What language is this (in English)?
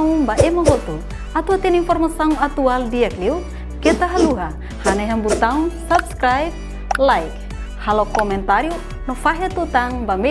Tetum